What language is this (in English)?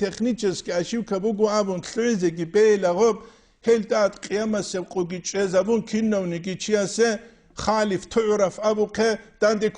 Avaric